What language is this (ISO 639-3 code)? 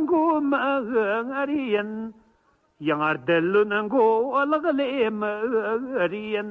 bod